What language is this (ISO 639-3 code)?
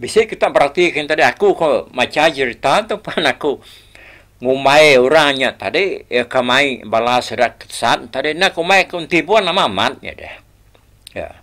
iba